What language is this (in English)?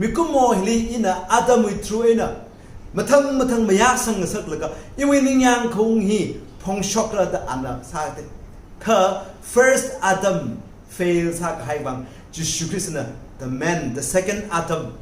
Tangkhul Naga (India)